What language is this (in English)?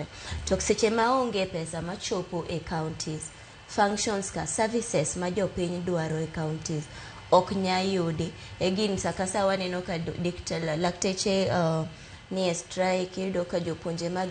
Luo (Kenya and Tanzania)